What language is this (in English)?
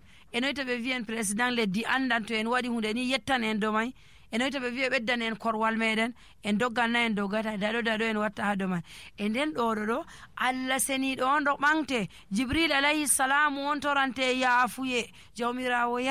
Nigerian Fulfulde